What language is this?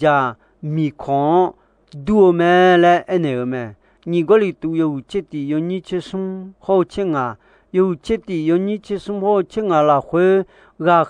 Akha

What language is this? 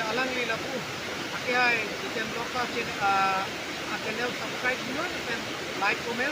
Karbi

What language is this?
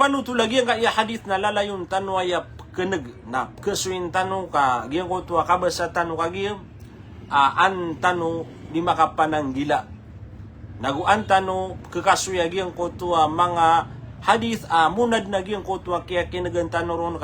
Maranao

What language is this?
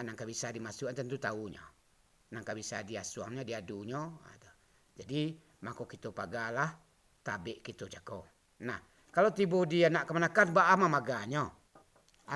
Minangkabau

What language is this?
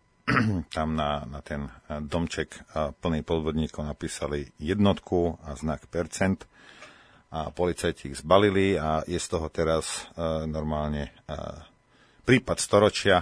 Slovak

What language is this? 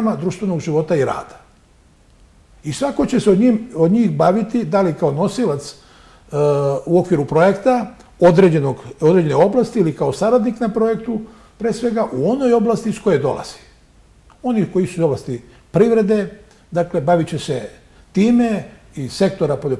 Serbian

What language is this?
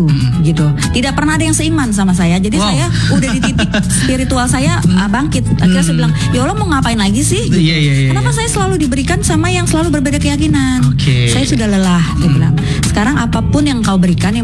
Indonesian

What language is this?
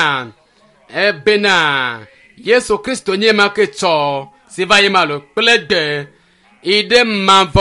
Ewe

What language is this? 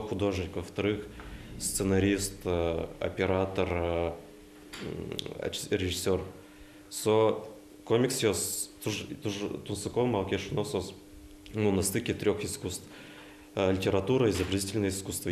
Udmurt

